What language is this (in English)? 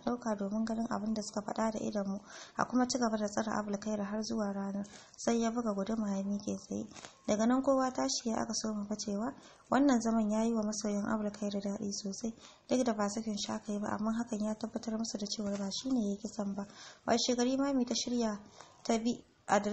Hausa